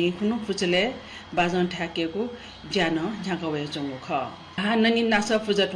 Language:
Newari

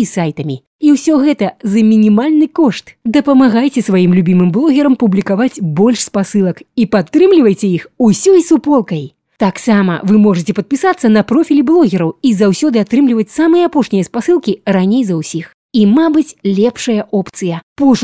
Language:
Belarusian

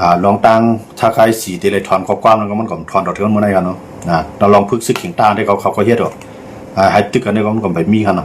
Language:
Shan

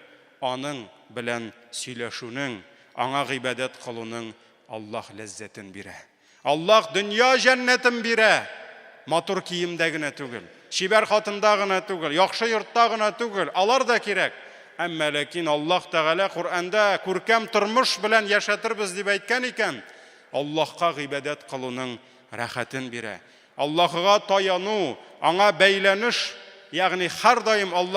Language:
Tatar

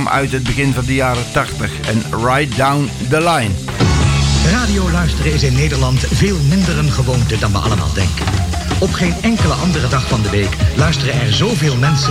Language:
Dutch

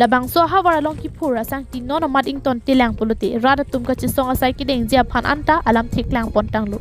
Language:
Karbi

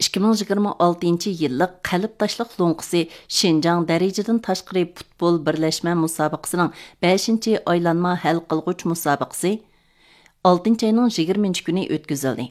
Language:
Uyghur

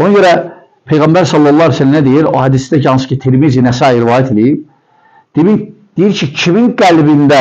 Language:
Azerbaijani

